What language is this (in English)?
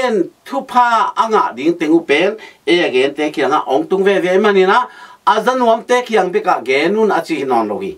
Tedim Chin